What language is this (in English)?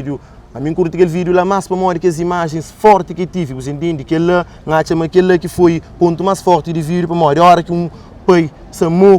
Kabuverdianu